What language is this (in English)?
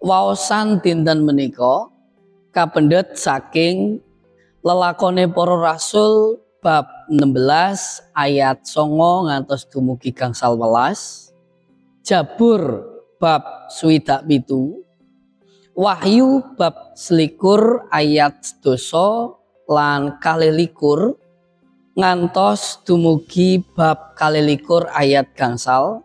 Javanese